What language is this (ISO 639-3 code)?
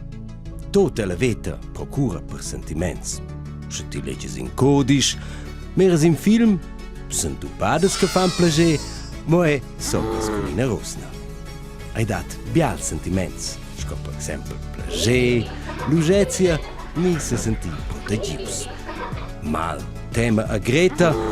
roh